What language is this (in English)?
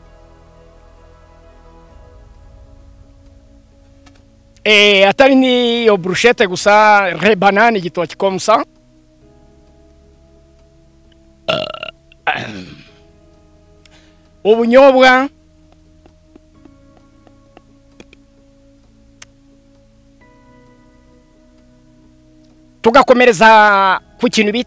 Kinyarwanda